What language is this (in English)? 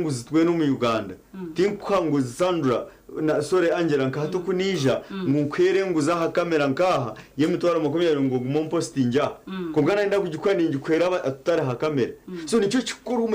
Nyankole